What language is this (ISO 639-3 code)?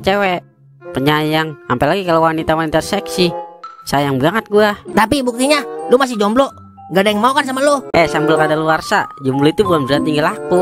bew